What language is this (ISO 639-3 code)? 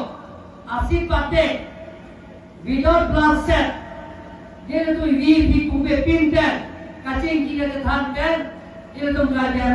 mjw